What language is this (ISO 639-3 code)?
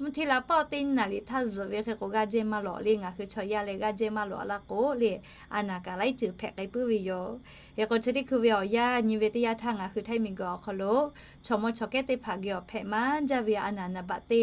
lhu